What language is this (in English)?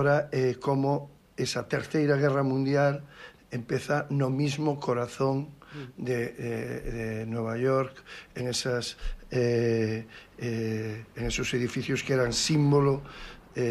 Galician